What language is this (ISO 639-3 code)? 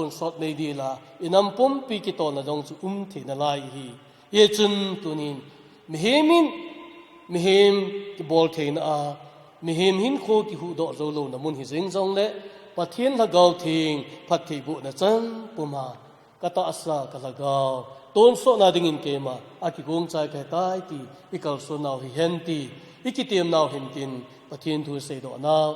tcz